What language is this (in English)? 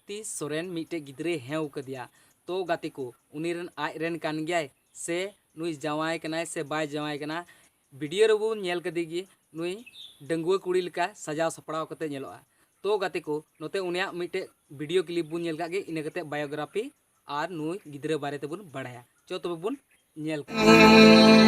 Santali